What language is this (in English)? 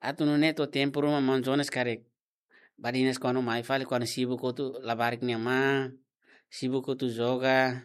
Tetum